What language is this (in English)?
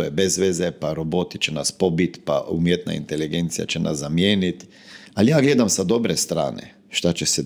Croatian